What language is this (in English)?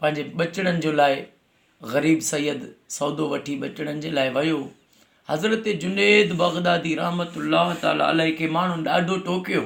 Sindhi